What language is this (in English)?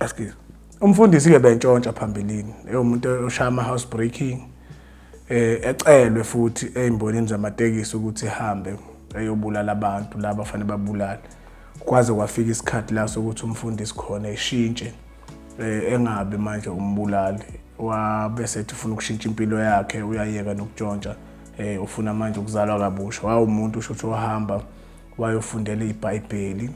Zulu